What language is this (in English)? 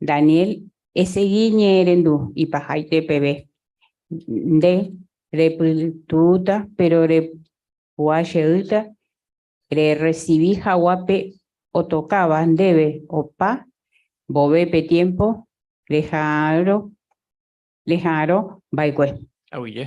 Guarani